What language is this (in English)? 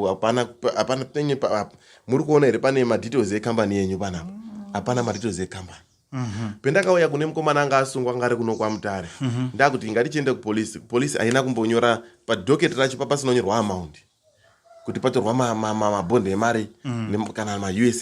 Shona